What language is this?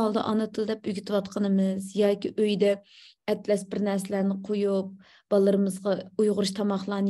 Uyghur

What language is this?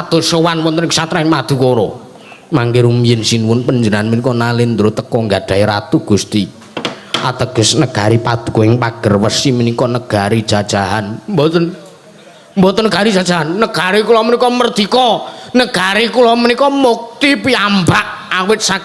Javanese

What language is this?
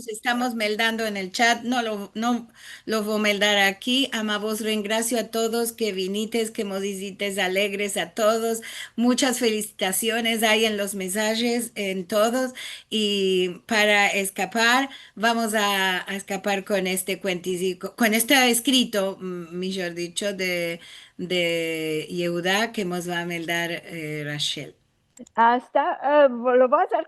Ladino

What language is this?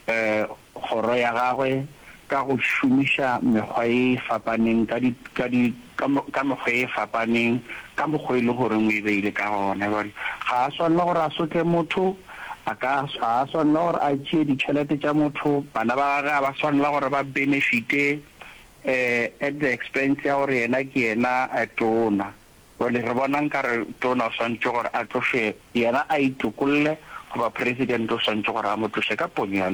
Northern Sotho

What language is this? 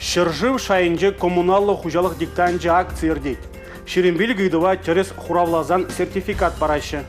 Chuvash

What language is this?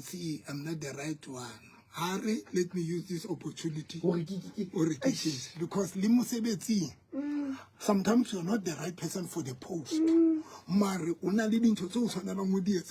Southern Sotho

